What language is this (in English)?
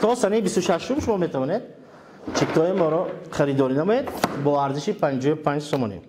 Tajik